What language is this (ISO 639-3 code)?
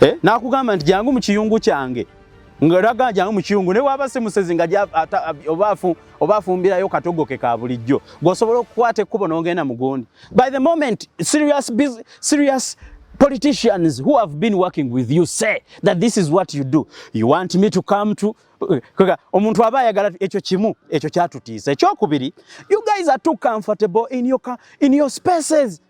lug